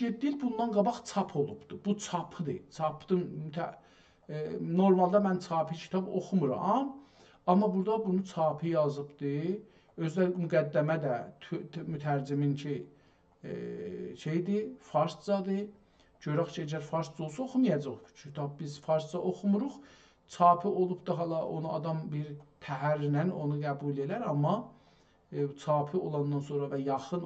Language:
South Azerbaijani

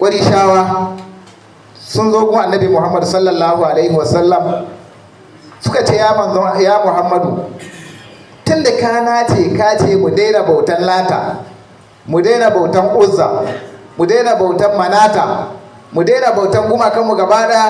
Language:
Hausa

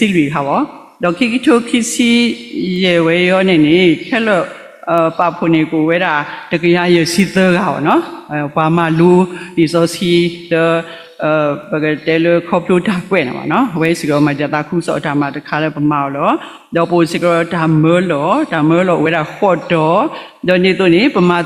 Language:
S'gaw Karen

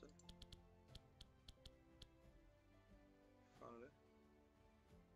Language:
Swedish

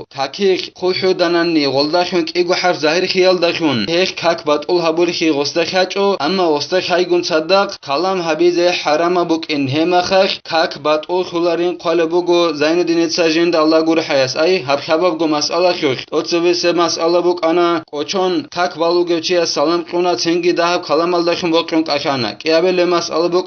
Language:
Avaric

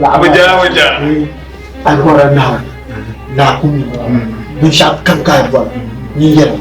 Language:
Dagbani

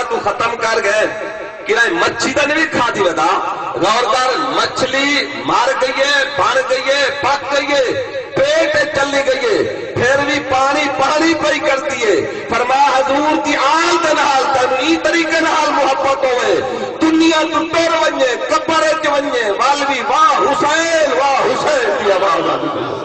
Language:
Saraiki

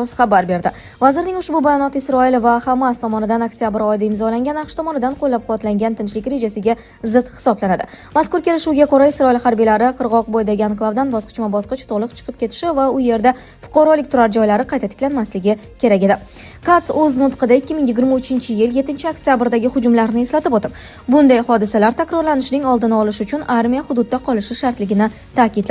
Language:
Uzbek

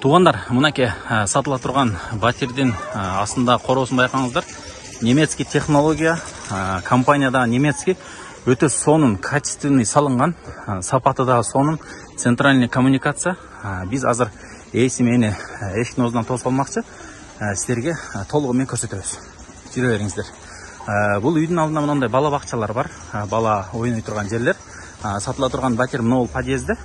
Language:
Kyrgyz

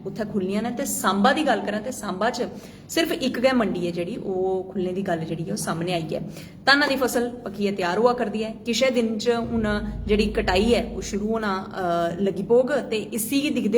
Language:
Dogri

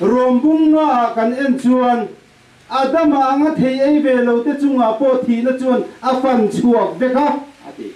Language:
Hakha Chin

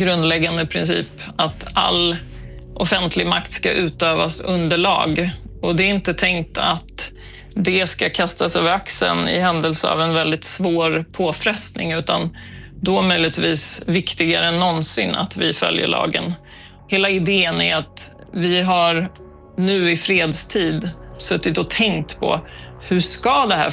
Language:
Swedish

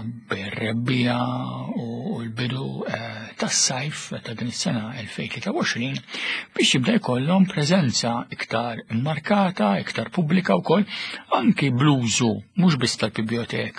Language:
Maltese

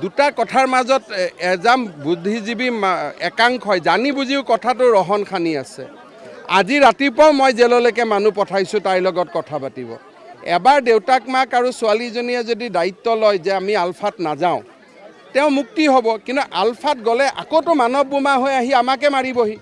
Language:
Assamese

